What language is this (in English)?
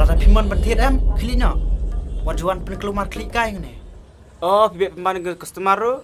Khasi